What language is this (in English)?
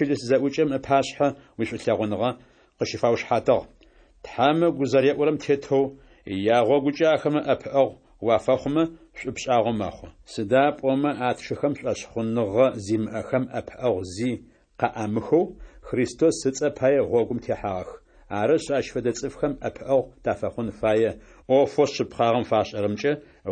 Adyghe